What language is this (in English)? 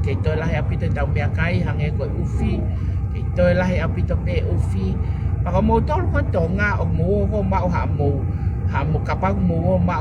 Tongan